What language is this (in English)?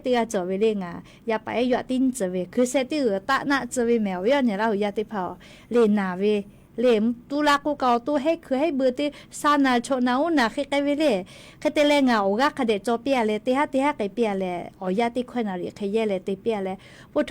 Lahu